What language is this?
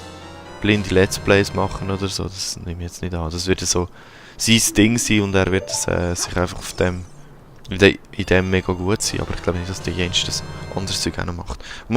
Swiss German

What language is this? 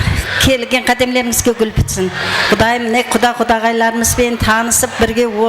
Kara-Kalpak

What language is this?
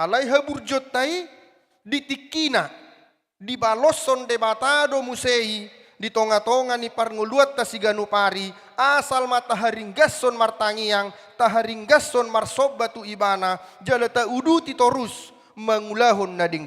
Batak Toba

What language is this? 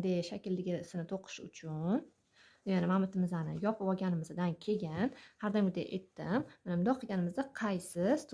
Uzbek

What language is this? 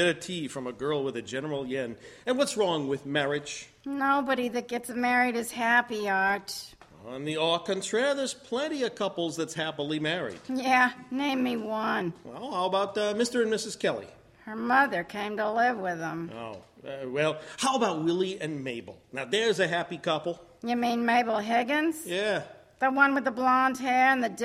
English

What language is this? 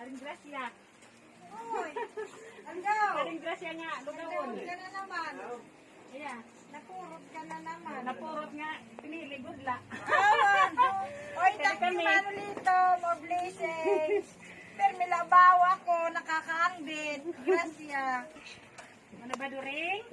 Waray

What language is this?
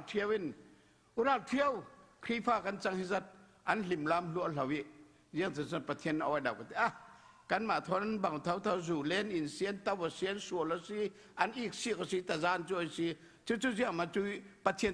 Falam Chin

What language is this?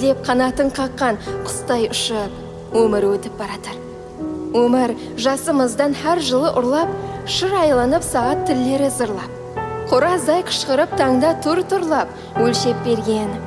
Kara-Kalpak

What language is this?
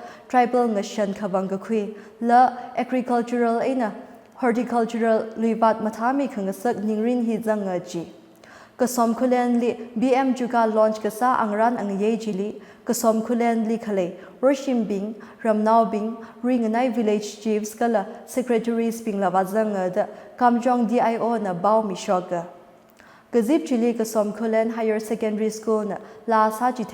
Tangkhul Naga (India)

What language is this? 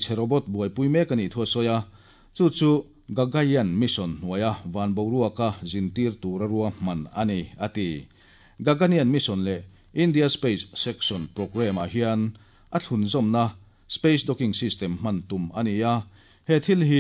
Mizo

